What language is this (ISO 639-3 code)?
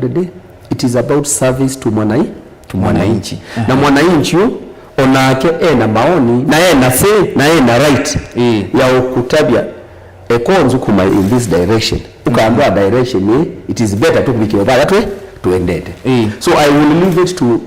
kam